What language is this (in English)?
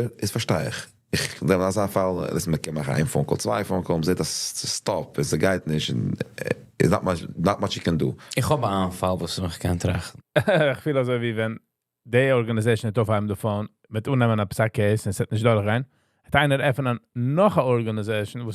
Yiddish